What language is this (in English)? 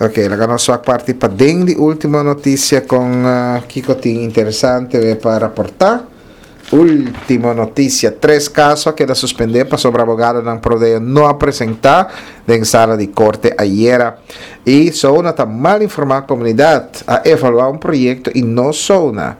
Papiamento